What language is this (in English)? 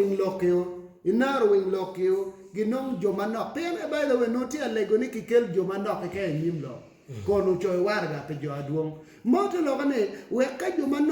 Acoli